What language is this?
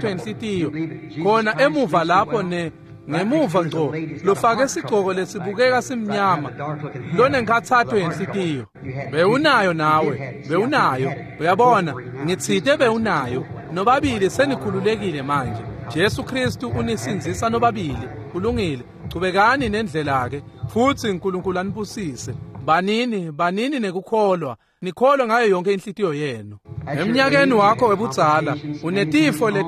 Swati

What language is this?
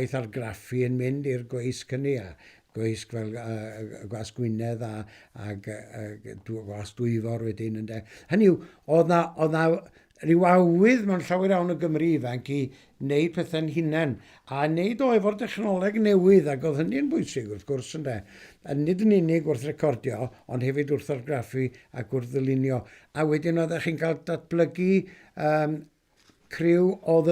Welsh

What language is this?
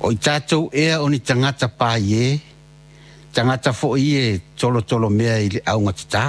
Samoan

